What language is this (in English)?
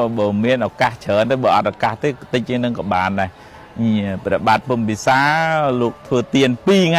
Khmer